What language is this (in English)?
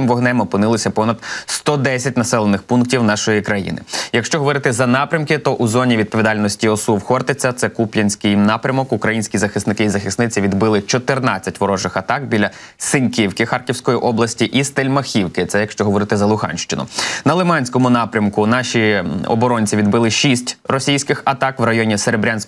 Ukrainian